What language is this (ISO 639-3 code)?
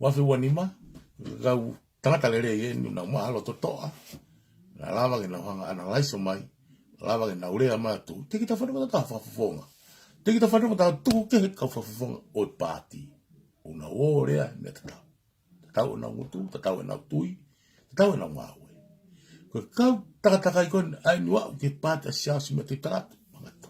ton